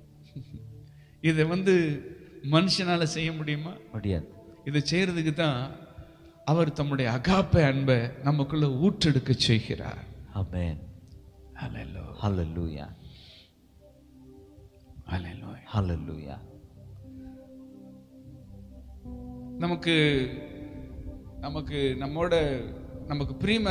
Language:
Tamil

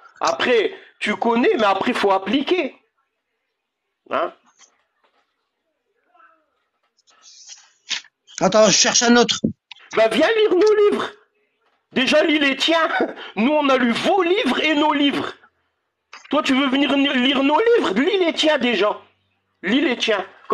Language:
French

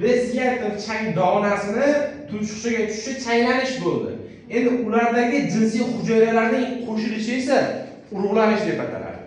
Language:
Uzbek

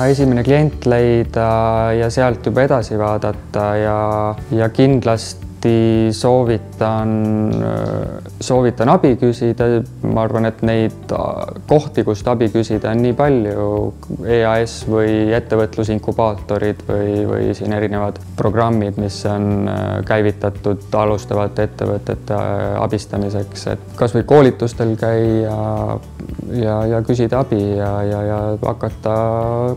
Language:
Estonian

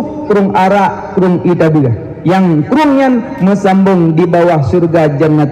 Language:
Achinese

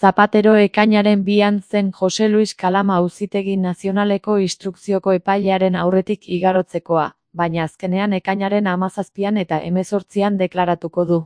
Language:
Basque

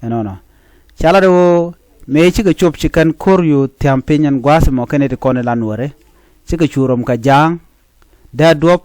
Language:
Nuer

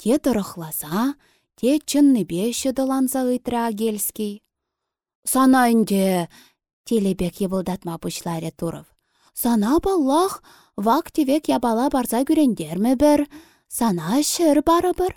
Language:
Chuvash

